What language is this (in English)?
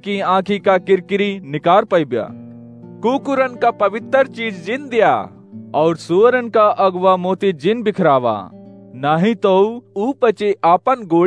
Awadhi